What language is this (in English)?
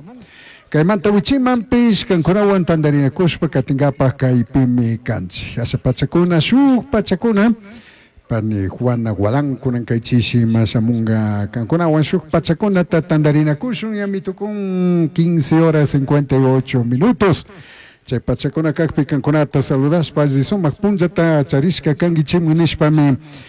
Chimborazo Highland Quichua